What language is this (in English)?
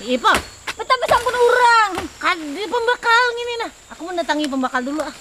Banjar